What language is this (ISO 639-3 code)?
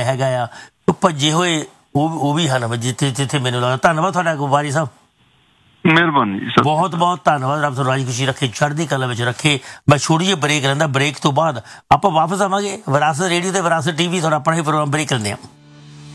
pan